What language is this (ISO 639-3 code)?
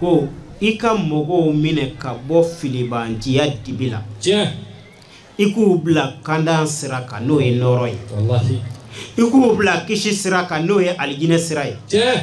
bam